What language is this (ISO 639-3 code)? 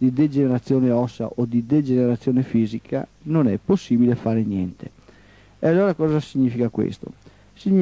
ita